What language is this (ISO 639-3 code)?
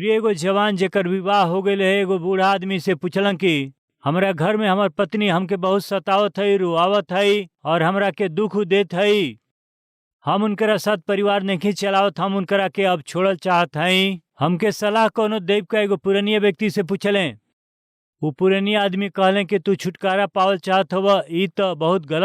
bho